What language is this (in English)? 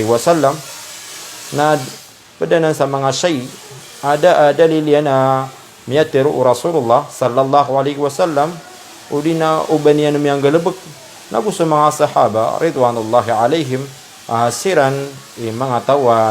Maranao